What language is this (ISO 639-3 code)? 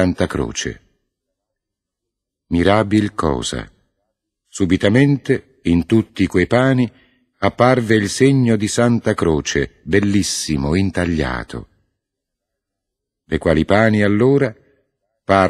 ita